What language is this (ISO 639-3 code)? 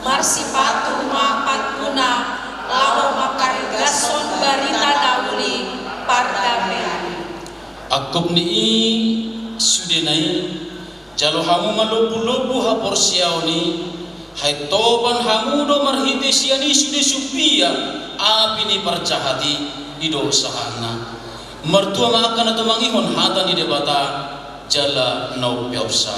bbc